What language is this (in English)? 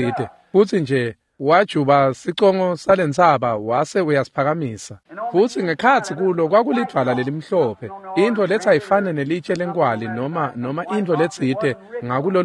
Swati